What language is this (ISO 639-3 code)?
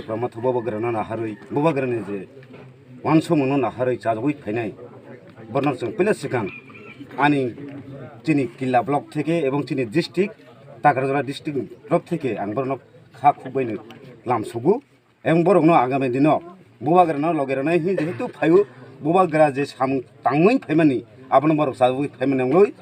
trp